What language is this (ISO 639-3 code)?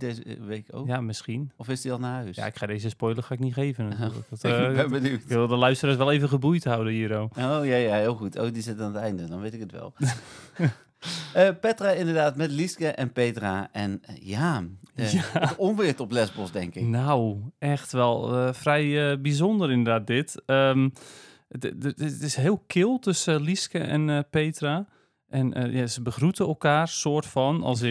nld